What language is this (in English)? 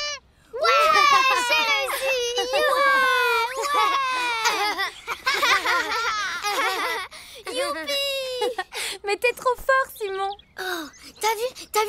French